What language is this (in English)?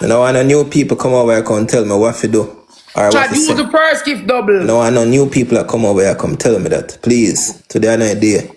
Jamaican Creole English